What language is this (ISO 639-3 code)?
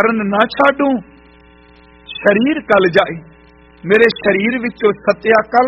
pan